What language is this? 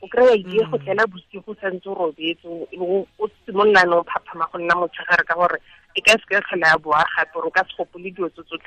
Tswana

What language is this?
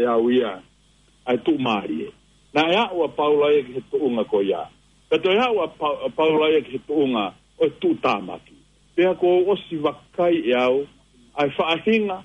Tongan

